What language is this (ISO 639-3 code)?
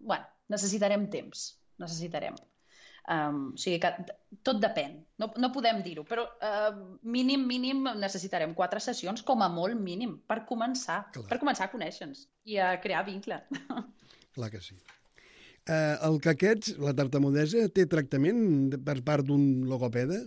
cat